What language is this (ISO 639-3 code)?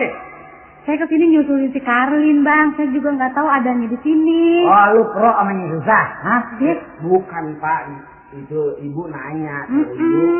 bew